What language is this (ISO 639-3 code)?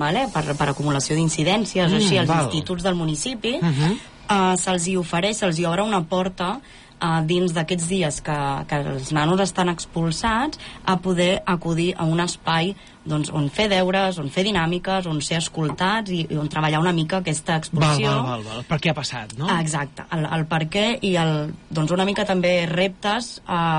cat